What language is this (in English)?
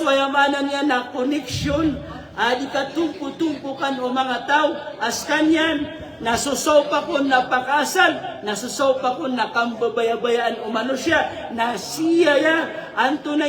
Maranao